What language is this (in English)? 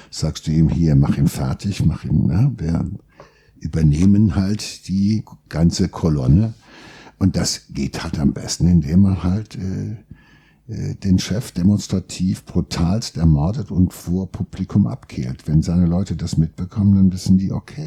German